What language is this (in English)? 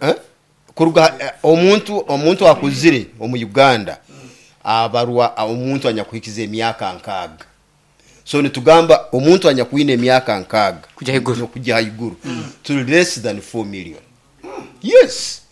Nyoro